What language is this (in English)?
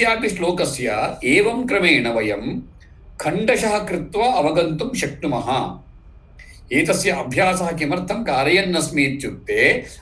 Sanskrit